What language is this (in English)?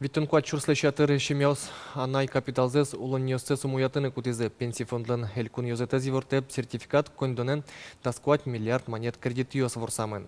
Udmurt